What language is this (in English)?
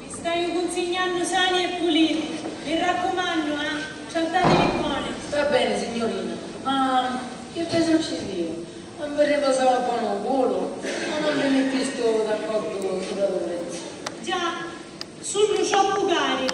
Sicilian